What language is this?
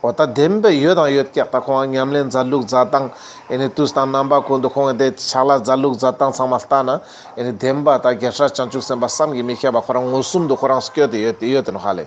Ladakhi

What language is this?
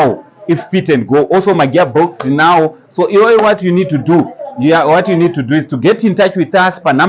Shona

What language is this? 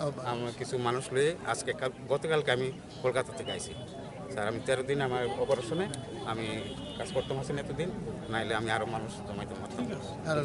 Kok Borok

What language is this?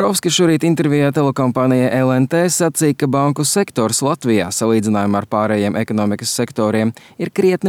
Latvian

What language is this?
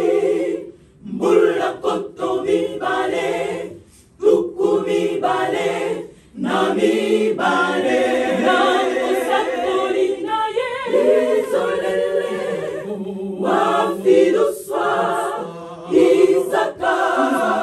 Lingala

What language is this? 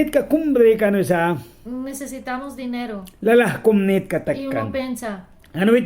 Mískito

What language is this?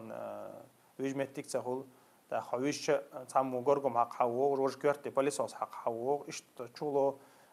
Chechen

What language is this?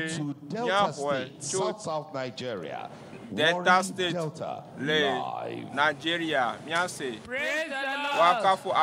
Ewe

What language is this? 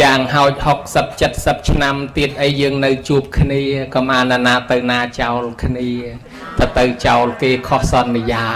Khmer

